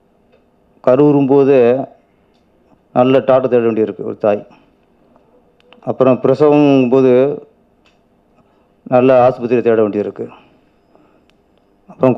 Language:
Tamil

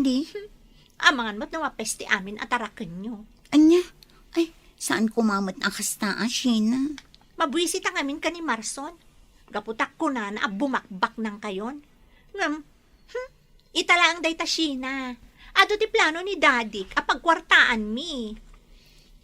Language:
Iloko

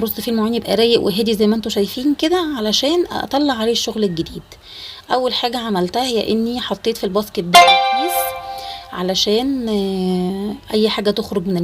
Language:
Egyptian Arabic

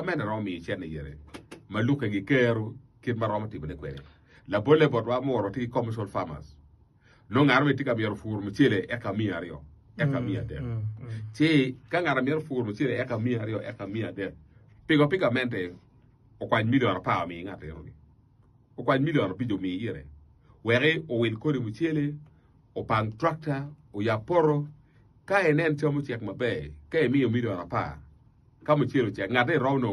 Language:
Acoli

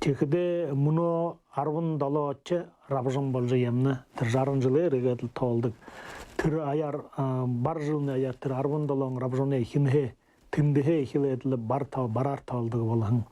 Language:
Buriat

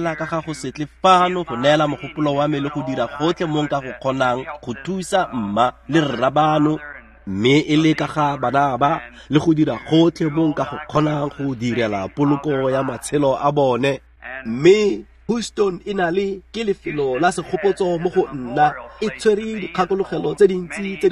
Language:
Tswana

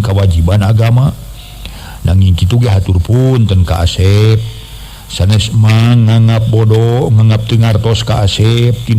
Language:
Sundanese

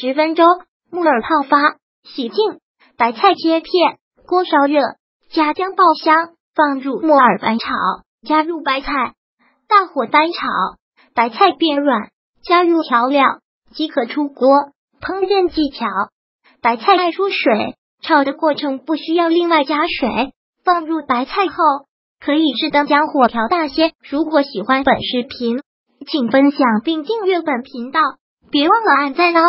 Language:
Chinese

